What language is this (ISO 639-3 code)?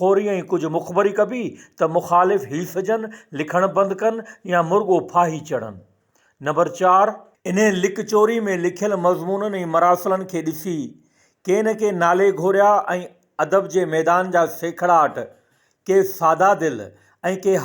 snd